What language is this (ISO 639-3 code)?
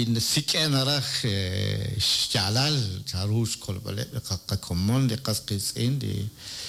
kek